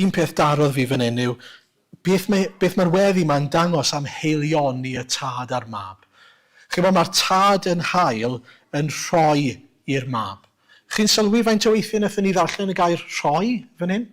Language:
Welsh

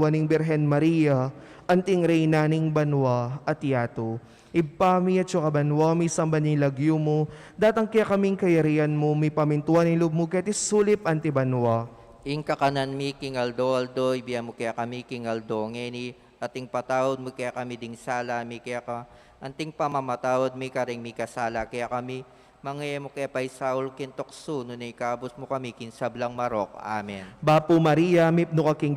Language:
Pampanga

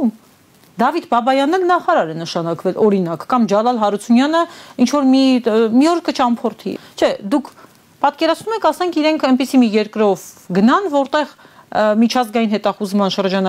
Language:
Armenian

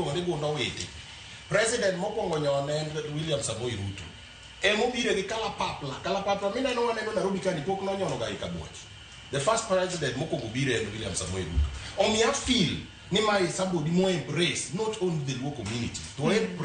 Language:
Luo (Kenya and Tanzania)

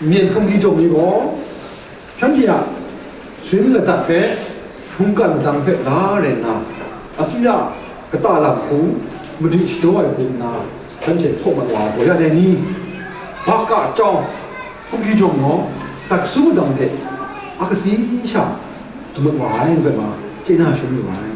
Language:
Kachin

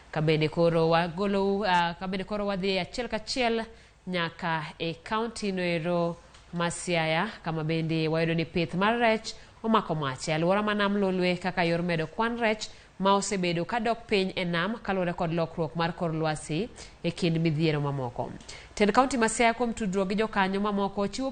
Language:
Luo (Kenya and Tanzania)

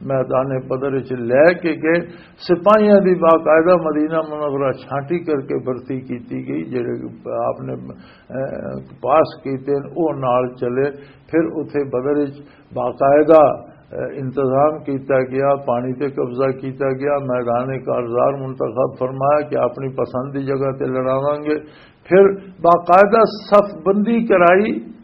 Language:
Western Panjabi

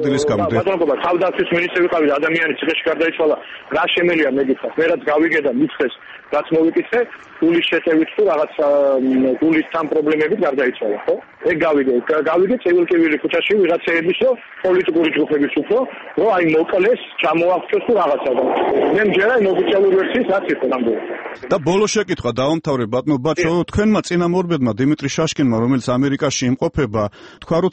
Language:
Georgian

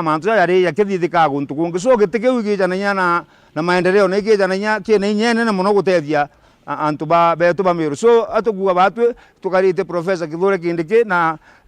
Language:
Meru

